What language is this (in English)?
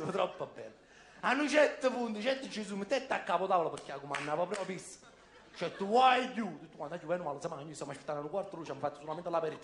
Neapolitan